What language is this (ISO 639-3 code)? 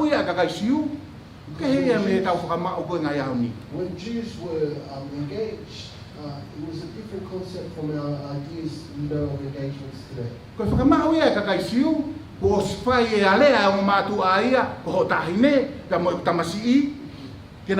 ton